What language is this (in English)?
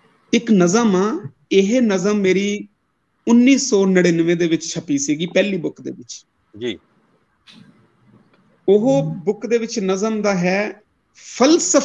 Punjabi